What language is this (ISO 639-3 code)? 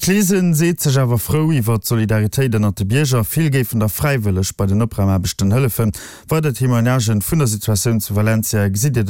ltz